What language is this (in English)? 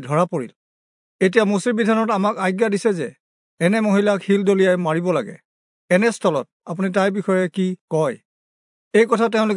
Assamese